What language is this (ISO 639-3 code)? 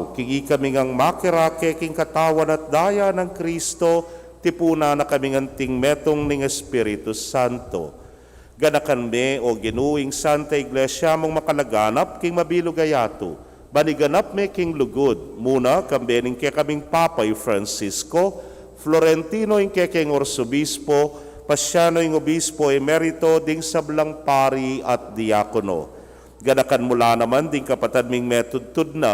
pam